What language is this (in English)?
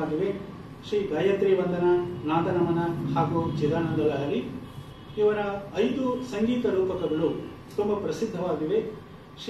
Kannada